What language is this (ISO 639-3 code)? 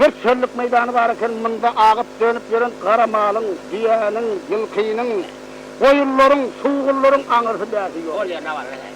tuk